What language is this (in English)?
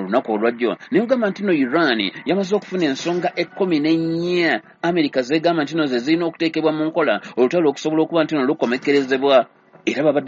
Ganda